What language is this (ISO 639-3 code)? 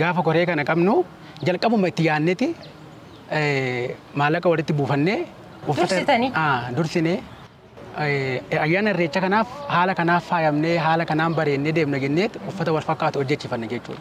orm